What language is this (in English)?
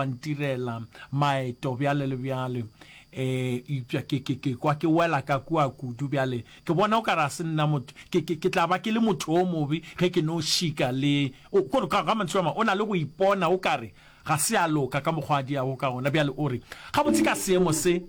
Northern Sotho